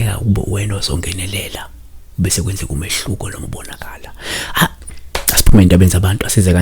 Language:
Zulu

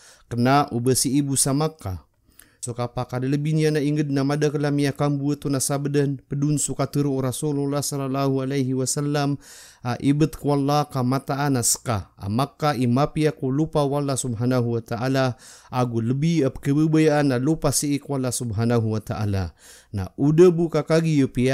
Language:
Maranao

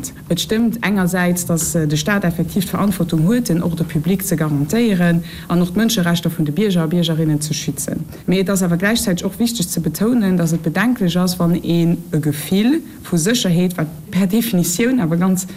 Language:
Luxembourgish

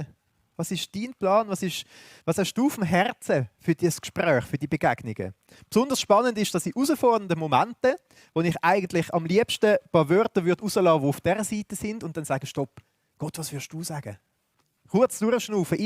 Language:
Swiss German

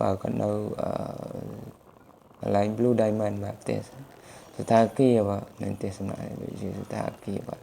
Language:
Khmer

